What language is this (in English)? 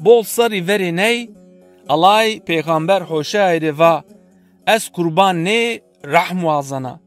Zaza